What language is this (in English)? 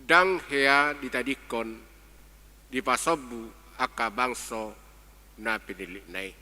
Batak Toba